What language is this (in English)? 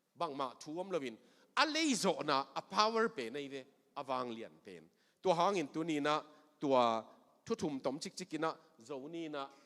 Tedim Chin